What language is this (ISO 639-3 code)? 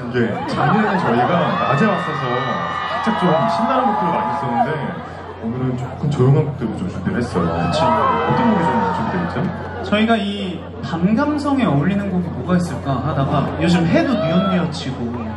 kor